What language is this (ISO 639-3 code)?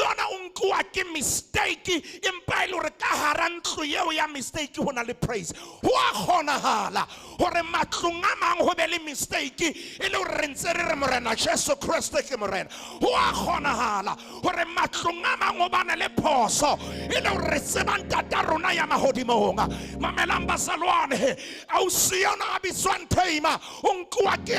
sot